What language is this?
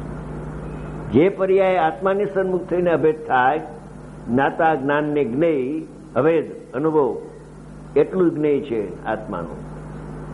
Gujarati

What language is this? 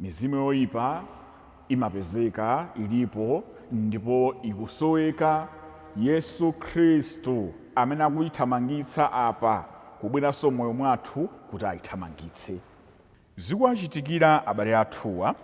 Nyanja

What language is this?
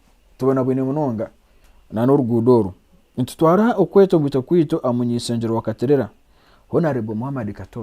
Nyankole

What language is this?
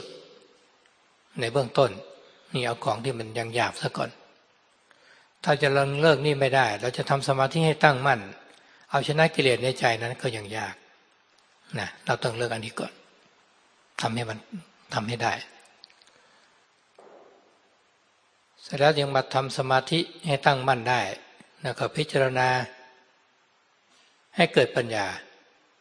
Thai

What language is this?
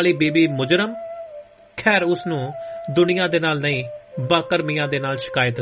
Punjabi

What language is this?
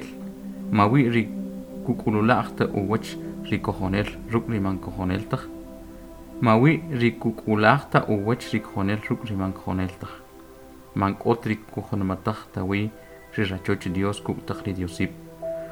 Kʼicheʼ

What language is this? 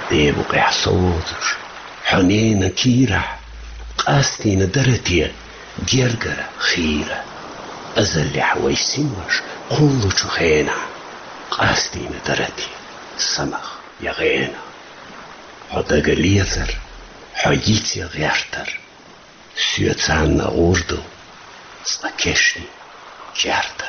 Chechen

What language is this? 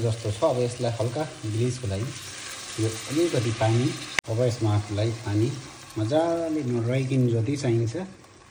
Nepali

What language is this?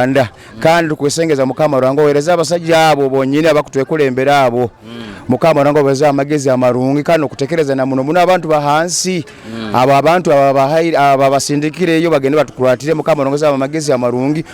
Nyoro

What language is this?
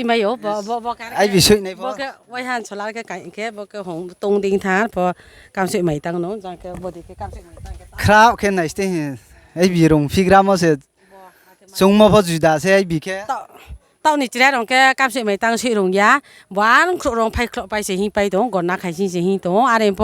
Riang (India)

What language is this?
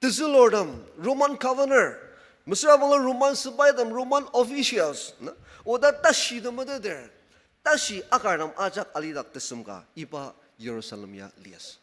Ao Naga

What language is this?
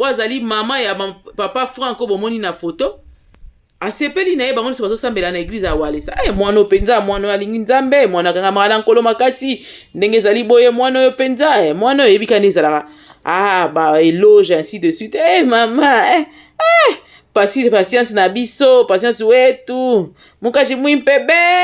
Lingala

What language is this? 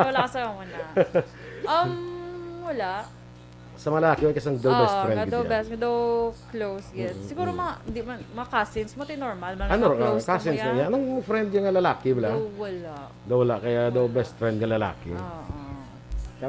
Hiligaynon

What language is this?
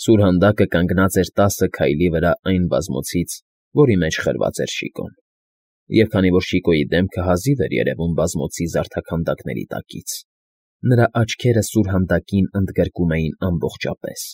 Armenian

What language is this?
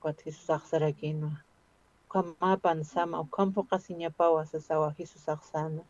Aymara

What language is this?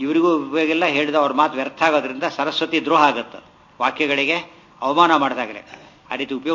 Kannada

